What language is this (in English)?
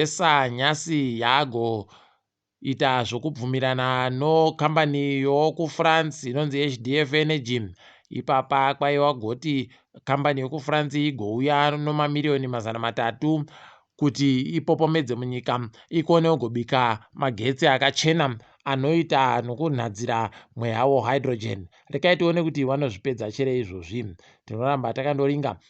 Ndau